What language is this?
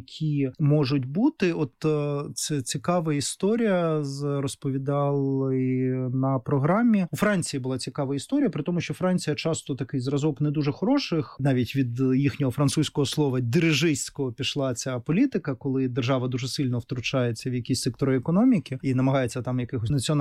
Ukrainian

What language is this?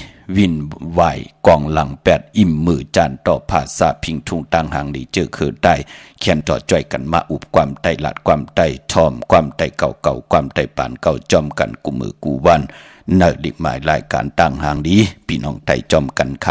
Shan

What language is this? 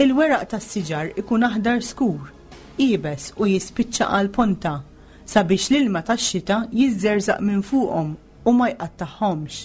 Maltese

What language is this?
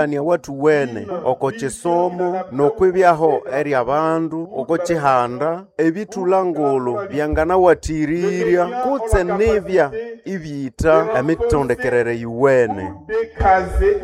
Nande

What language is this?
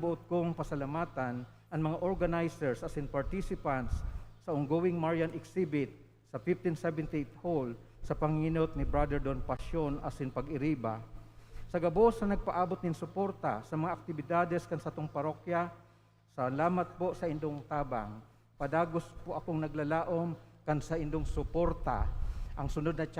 Bikol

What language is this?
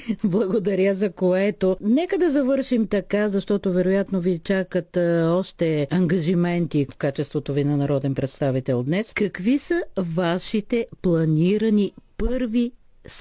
Bulgarian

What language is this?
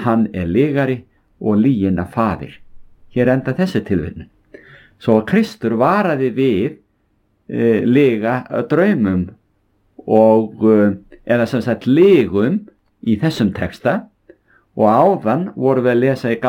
Icelandic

